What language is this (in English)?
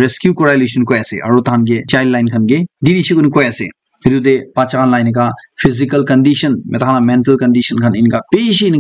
Naga Pidgin